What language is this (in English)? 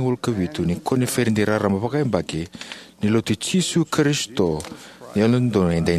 Fijian